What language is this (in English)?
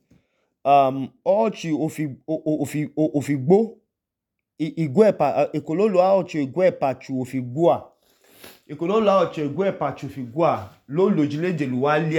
Idoma